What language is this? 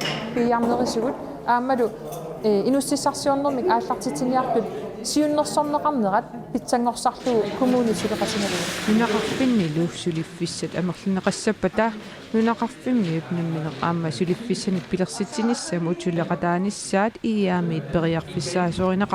Kalaallisut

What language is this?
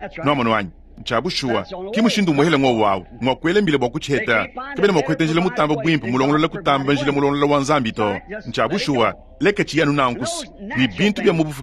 Luba-Lulua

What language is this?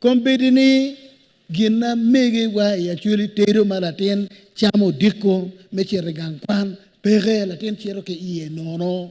Acoli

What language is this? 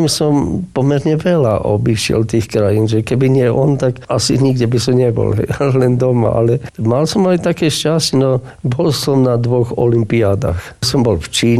Slovak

